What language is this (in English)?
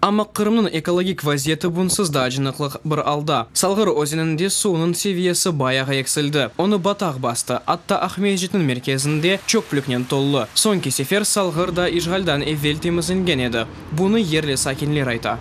Crimean Tatar